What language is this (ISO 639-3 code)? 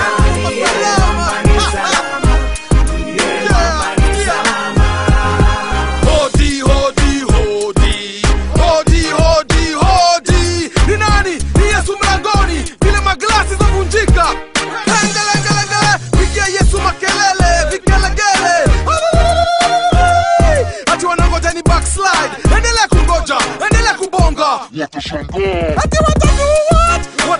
swa